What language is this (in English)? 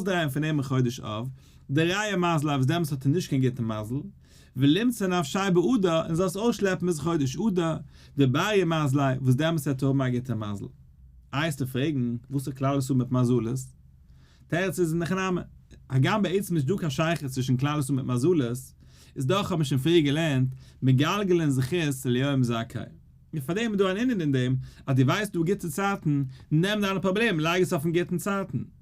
Yiddish